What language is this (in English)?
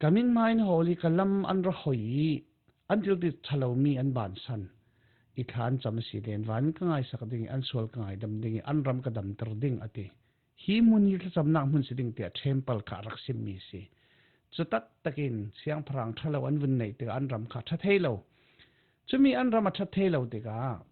Falam Chin